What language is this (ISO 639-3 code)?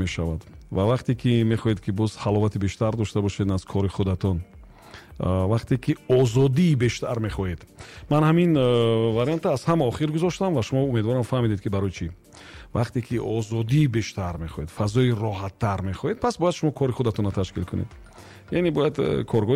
tgk